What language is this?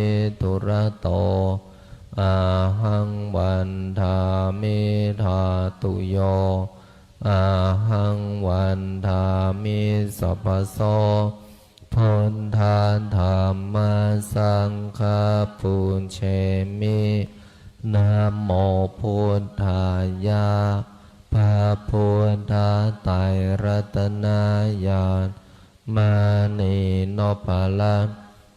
Pali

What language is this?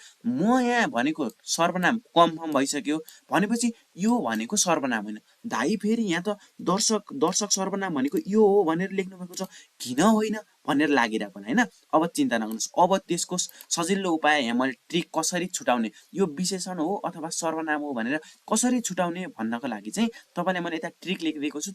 Nepali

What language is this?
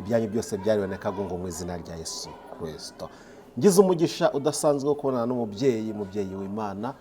Kinyarwanda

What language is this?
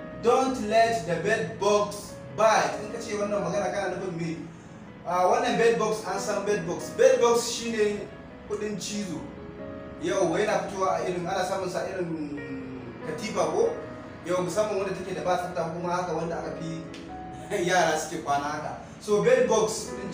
Hausa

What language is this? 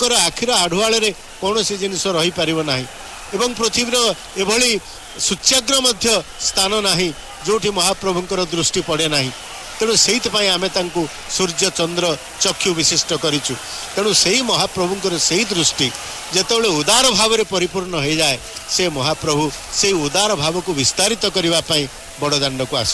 Odia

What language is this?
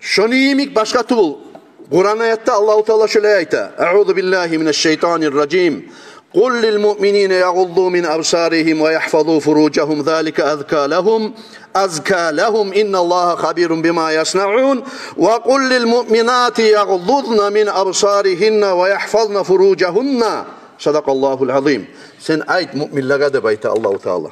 Kumyk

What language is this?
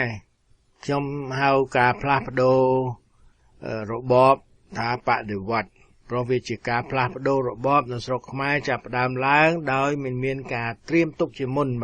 Khmer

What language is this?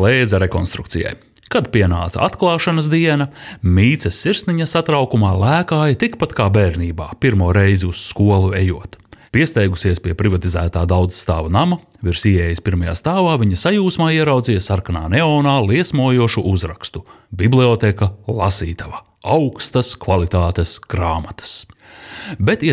Latvian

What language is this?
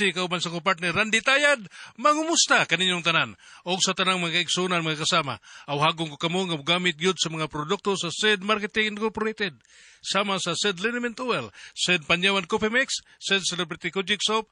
Cebuano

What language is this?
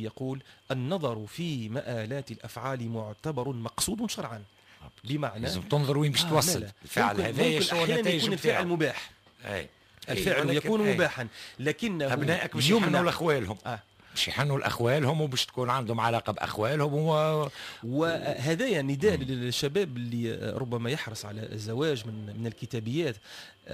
Tunisian Arabic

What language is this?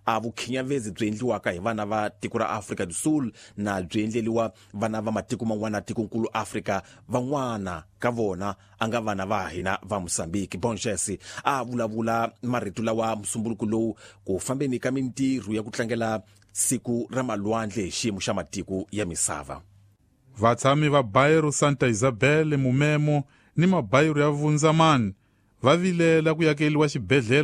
Tsonga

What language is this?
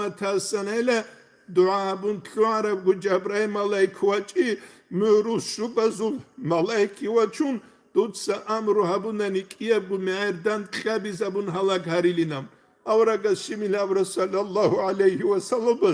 Avaric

